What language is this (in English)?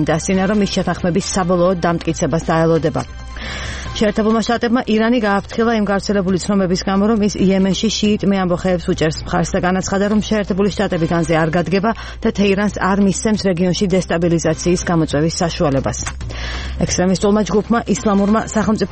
Georgian